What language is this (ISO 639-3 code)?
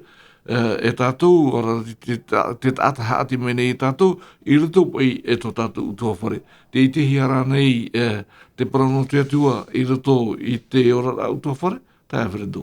tah